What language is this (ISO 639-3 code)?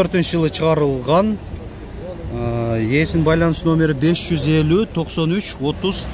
kir